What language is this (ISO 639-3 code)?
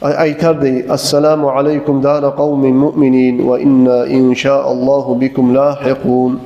kum